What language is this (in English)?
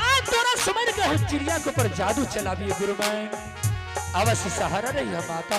Angika